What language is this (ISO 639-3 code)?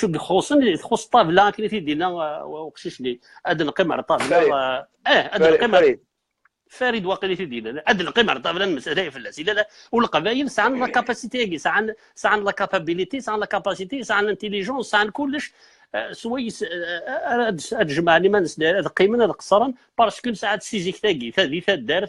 kab